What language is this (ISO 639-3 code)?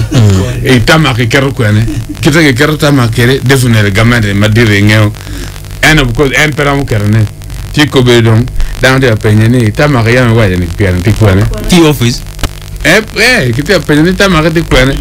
ach